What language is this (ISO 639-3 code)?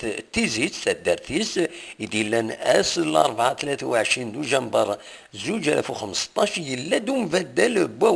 kab